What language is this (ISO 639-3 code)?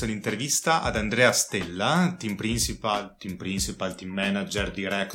ita